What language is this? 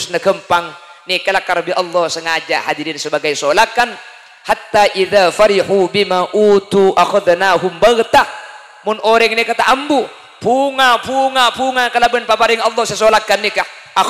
Madurese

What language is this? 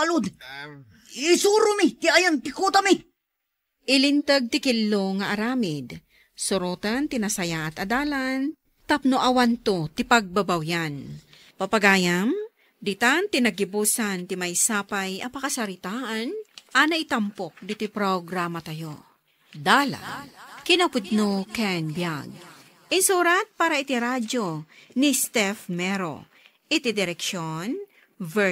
Iloko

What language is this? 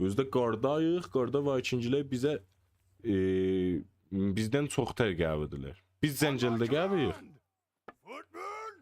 South Azerbaijani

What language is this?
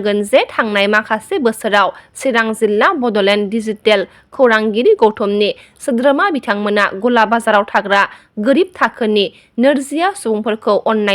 Bodo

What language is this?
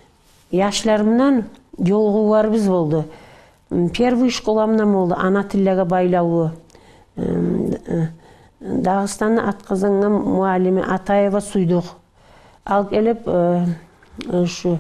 Kumyk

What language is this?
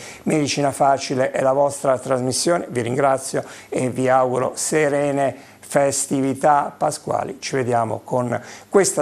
Italian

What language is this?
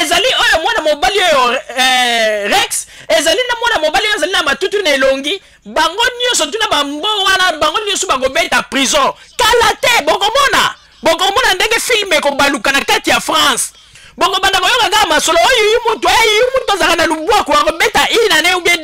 Lingala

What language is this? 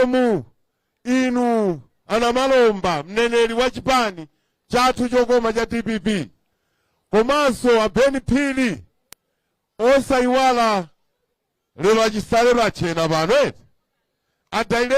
Nyanja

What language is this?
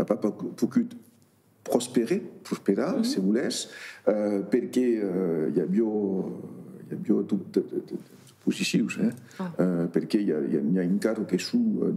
Occitan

